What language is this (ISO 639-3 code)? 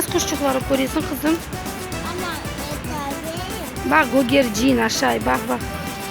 crh